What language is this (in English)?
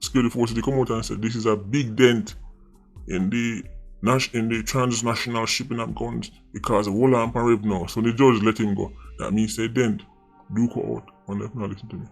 Jamaican Creole English